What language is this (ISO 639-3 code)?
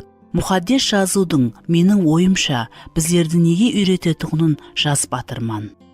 kaa